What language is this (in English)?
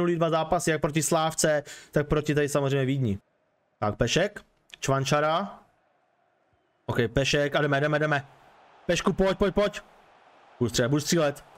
Czech